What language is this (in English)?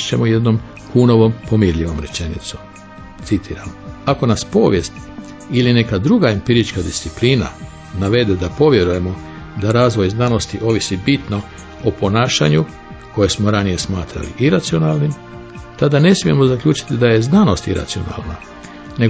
Croatian